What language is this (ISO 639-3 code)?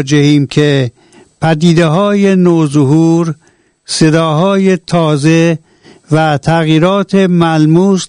fas